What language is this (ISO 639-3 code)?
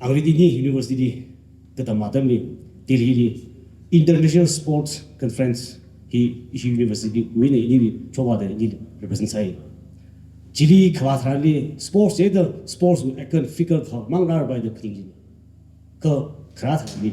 nmf